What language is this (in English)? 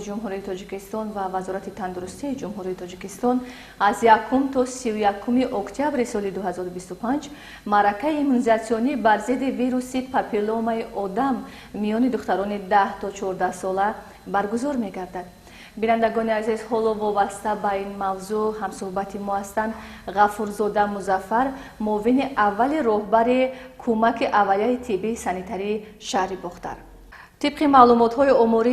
Tajik